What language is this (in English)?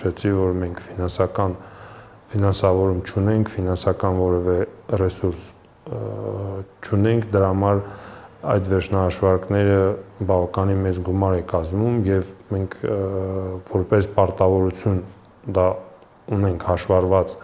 Armenian